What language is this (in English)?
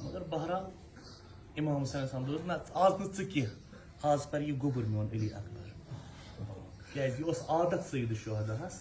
Kashmiri